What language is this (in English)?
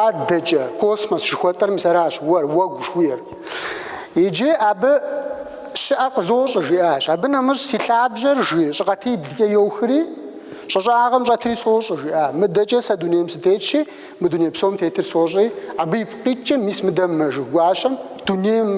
Kabardian